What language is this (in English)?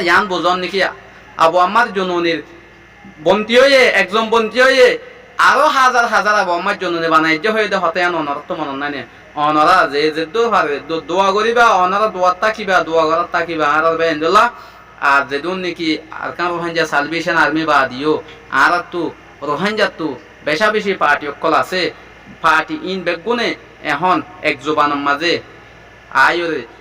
Rohingya